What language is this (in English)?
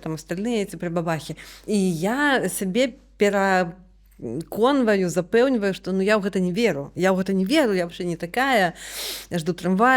Belarusian